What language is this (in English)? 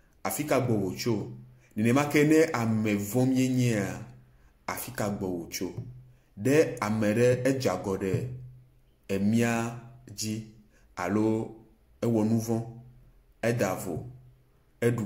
Ewe